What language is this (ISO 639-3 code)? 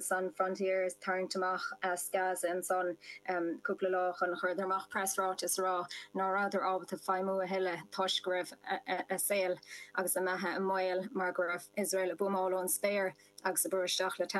gle